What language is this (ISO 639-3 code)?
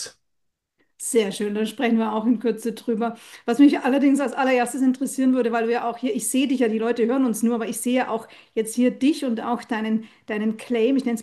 deu